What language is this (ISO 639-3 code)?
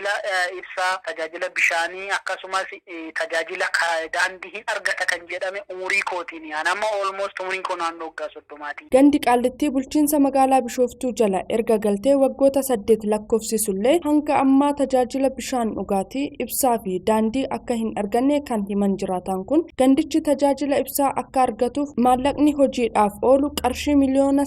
orm